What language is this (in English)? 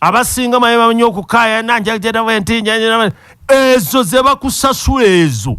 Ganda